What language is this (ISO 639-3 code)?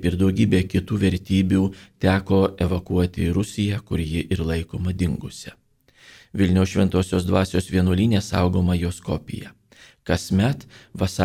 lit